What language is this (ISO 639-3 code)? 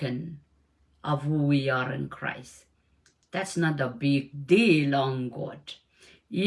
pon